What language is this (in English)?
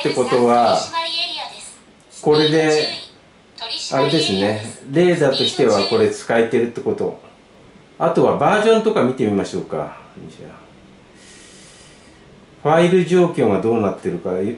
Japanese